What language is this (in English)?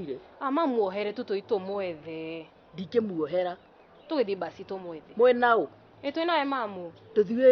Kikuyu